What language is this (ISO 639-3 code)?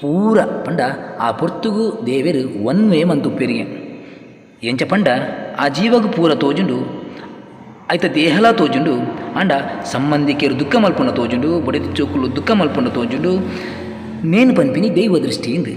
tcy